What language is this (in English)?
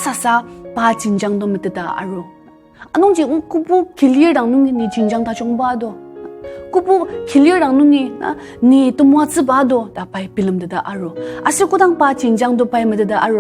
Ao Naga